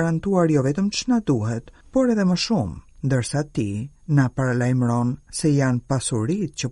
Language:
Albanian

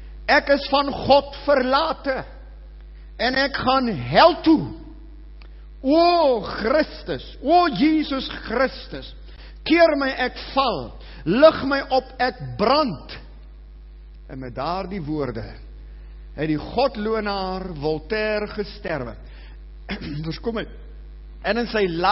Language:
Afrikaans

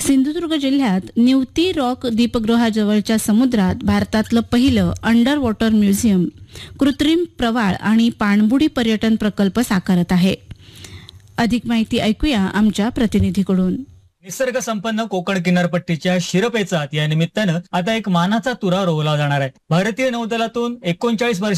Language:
Marathi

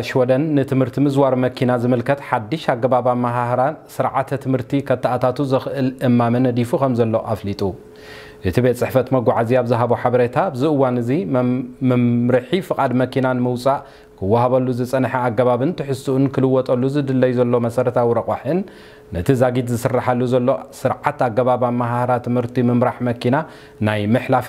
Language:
Tigrinya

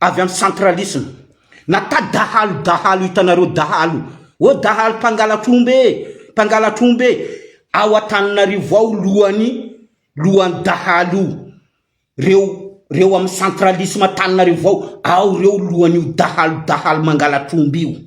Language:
Malagasy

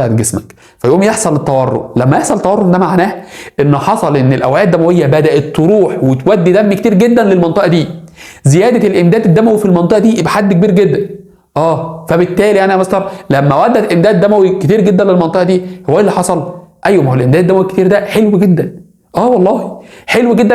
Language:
Egyptian Arabic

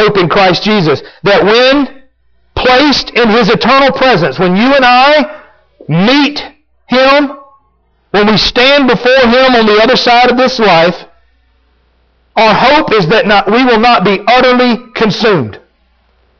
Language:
English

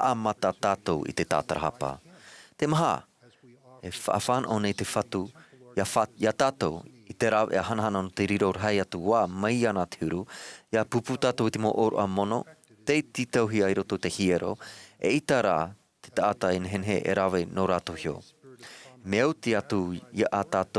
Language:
Tahitian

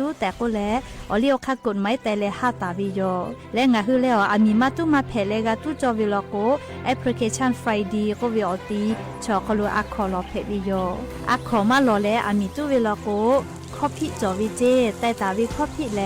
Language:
Lahu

